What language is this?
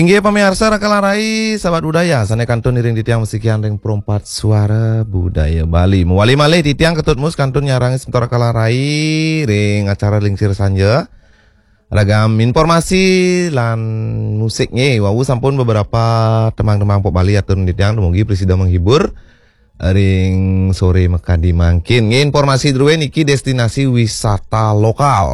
Balinese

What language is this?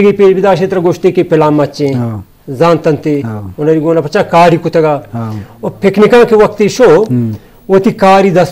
Eastern Balochi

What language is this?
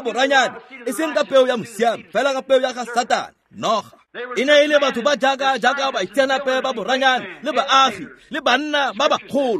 Tswana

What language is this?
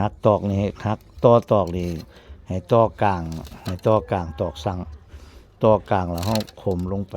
Northeastern Thai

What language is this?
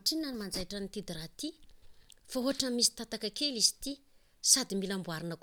Malagasy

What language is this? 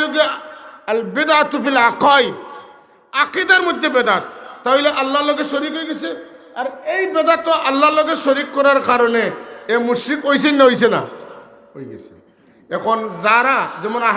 Sylheti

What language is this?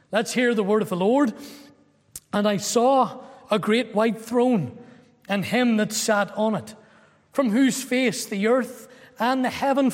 English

